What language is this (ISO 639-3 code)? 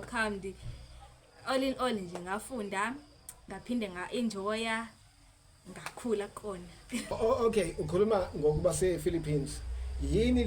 zul